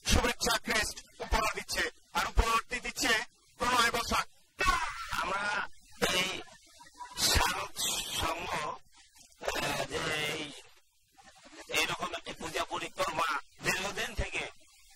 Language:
Bangla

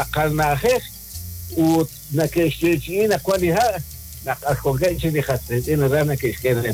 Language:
Kekchí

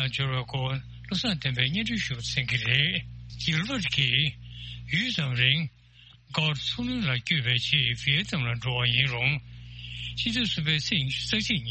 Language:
Tibetan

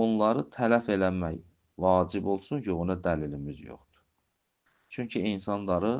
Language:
Azerbaijani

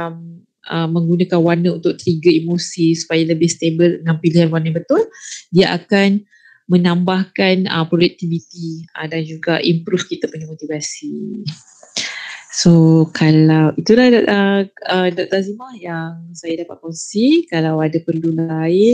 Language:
Malay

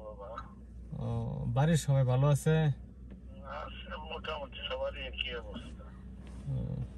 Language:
Bangla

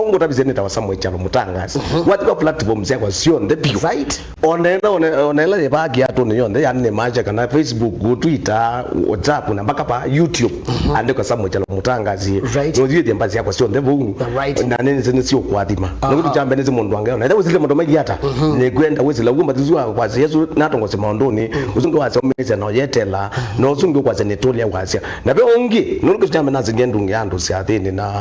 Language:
Kamba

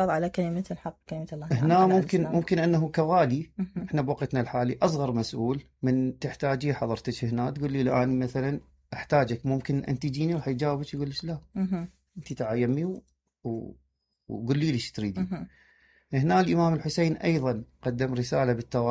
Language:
Mesopotamian Arabic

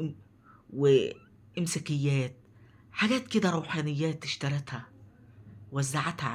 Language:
Egyptian Arabic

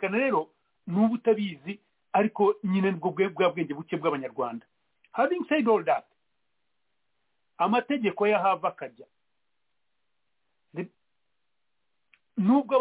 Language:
Kinyarwanda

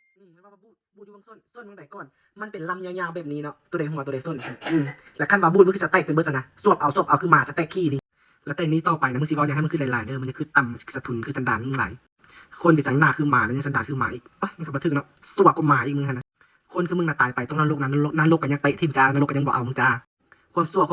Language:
Lao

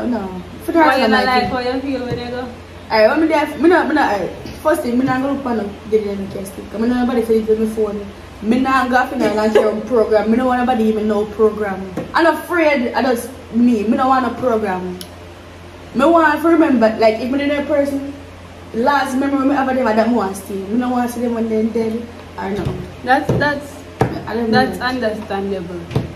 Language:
Jamaican Creole English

